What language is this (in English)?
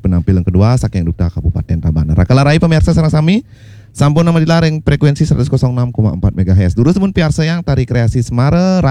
Balinese